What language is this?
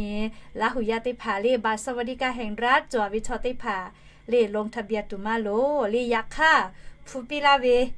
Lahu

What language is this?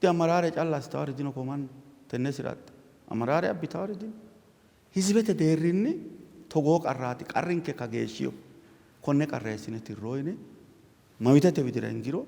Sidamo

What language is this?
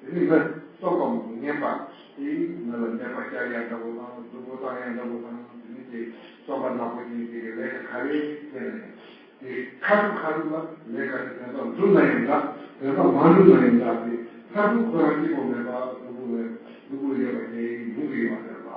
Tibetan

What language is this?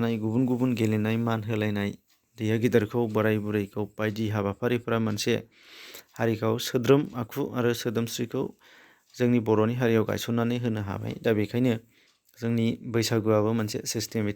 Bodo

